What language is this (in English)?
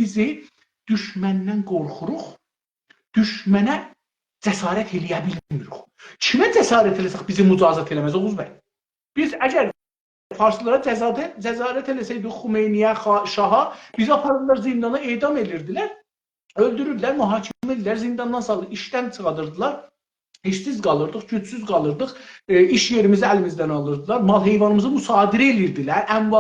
South Azerbaijani